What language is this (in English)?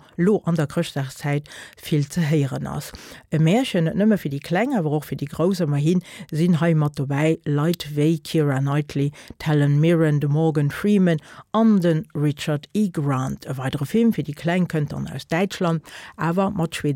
Luxembourgish